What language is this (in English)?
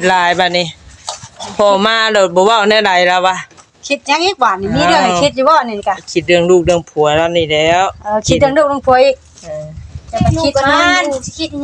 Northeastern Thai